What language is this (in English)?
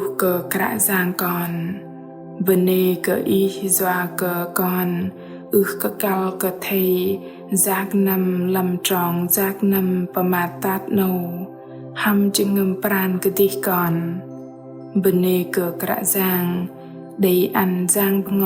Bahnar